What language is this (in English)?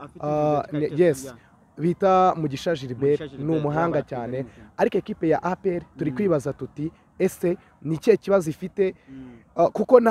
Kinyarwanda